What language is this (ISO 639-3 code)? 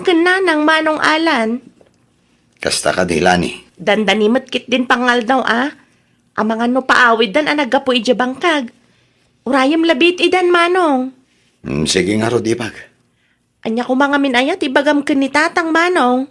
ilo